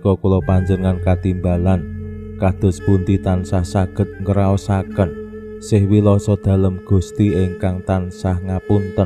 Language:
Javanese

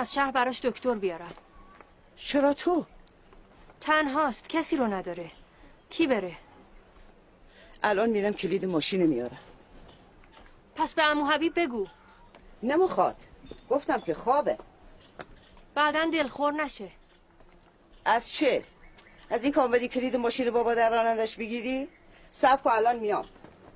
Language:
Persian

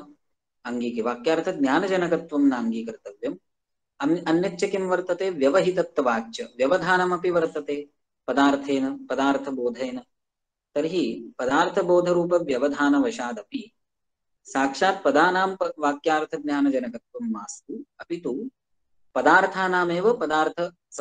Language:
Sanskrit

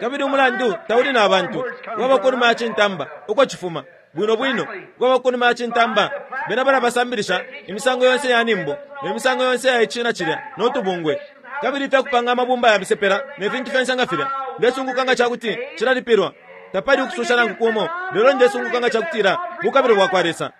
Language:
Bemba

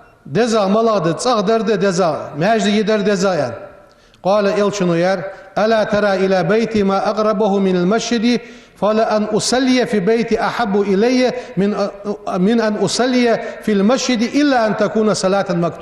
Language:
Ingush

